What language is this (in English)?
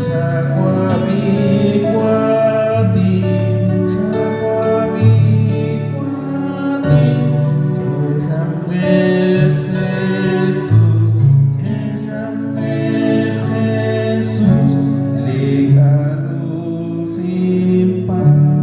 Kekchí